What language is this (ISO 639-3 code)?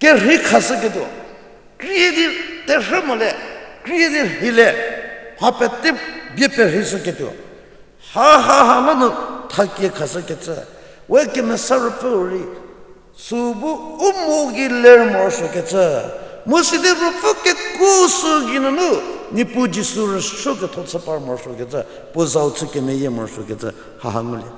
njm